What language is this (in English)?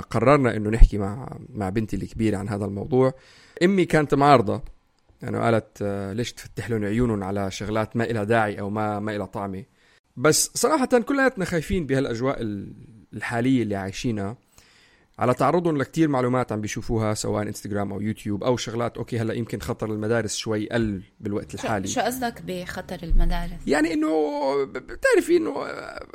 North Levantine Arabic